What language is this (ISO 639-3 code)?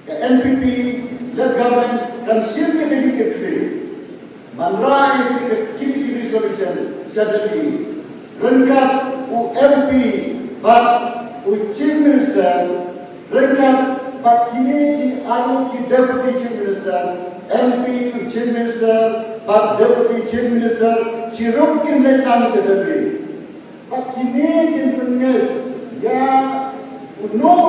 kha